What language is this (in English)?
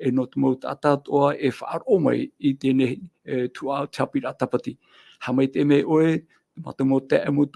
Tahitian